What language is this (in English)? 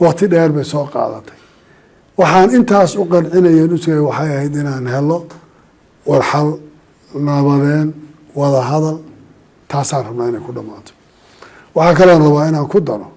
Somali